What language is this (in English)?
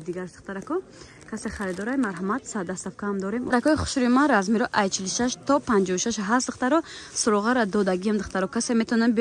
Tajik